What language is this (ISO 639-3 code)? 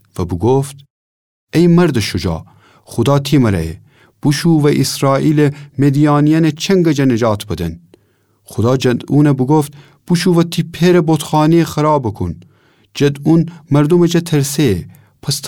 glk